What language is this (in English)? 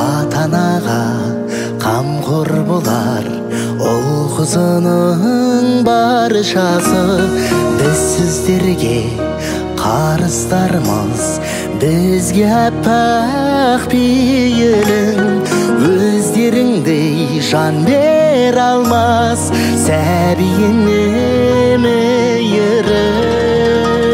Kazakh